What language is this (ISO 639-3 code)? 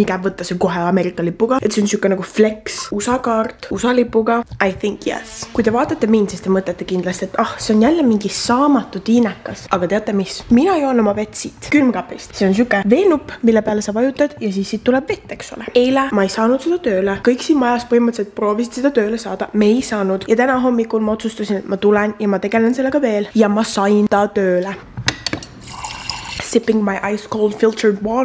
est